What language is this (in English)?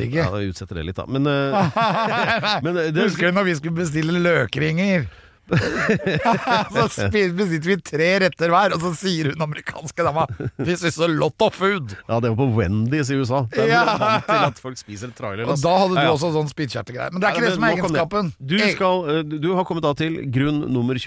Norwegian